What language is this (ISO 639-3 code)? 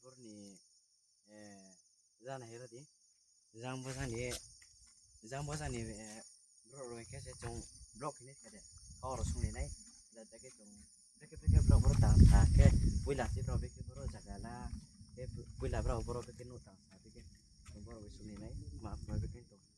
ria